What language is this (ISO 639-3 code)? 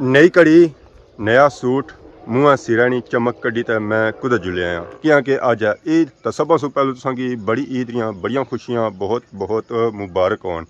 phr